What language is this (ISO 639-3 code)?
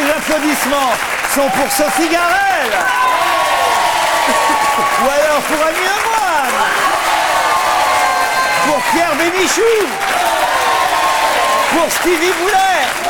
fra